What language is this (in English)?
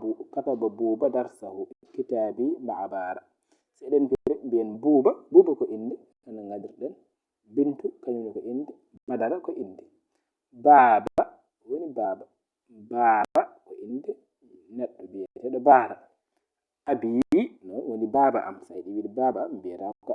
Fula